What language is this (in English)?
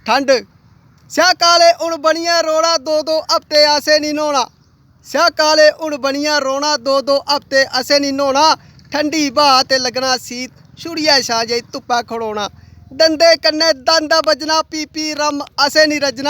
Dogri